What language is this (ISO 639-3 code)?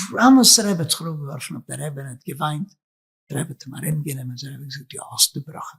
yid